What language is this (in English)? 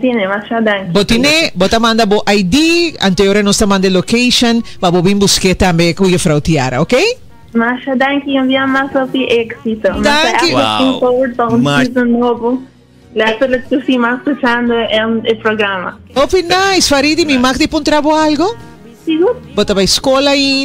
Papiamento